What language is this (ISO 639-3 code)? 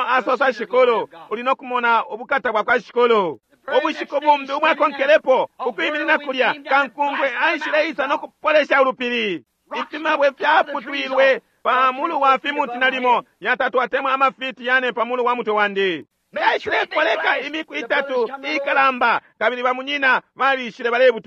bem